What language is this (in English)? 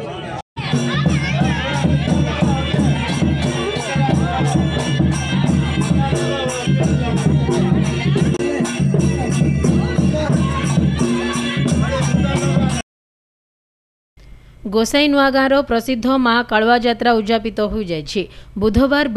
Odia